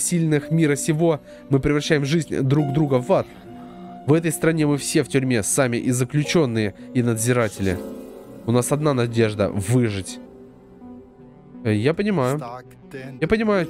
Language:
Russian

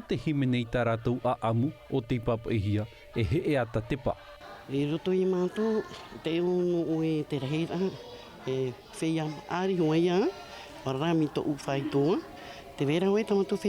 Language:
Tahitian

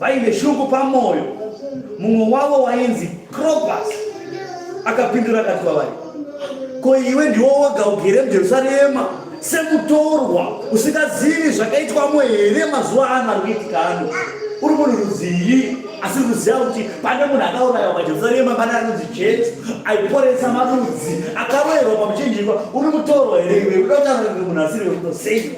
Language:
Shona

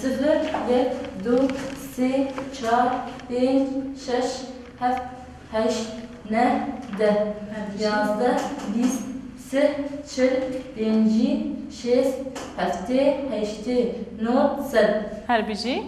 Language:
Kurdish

